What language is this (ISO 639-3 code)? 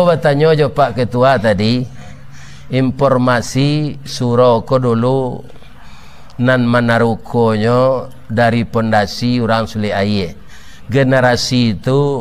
min